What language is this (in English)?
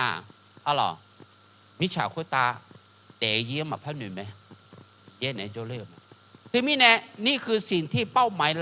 Akha